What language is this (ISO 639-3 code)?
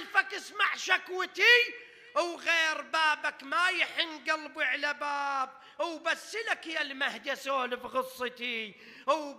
acm